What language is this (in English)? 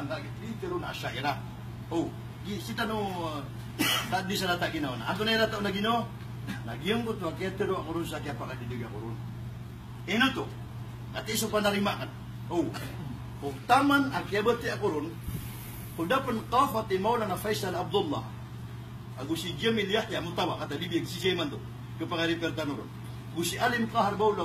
Maranao